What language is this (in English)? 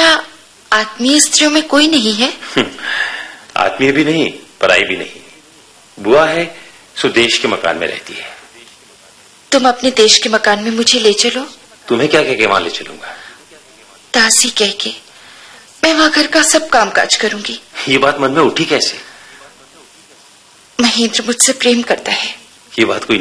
Hindi